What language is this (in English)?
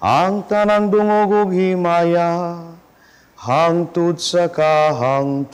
Cebuano